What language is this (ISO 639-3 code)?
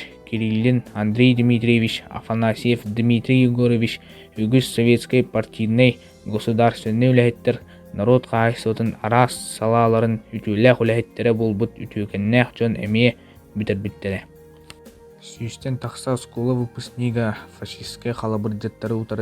sah